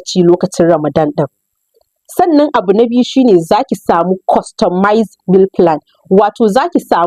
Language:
Hausa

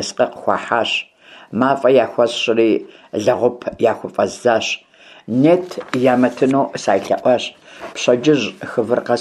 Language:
Kabardian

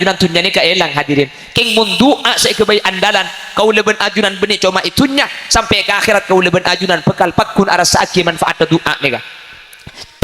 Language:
Madurese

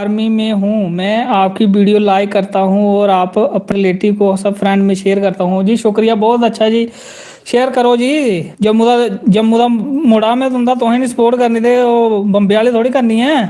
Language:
Dogri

